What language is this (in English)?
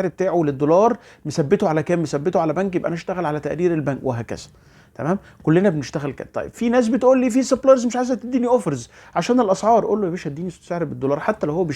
Egyptian Arabic